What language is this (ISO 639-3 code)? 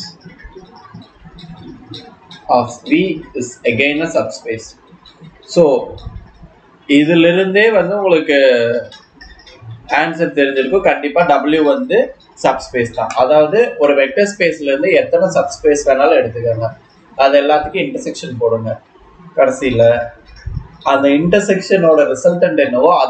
tam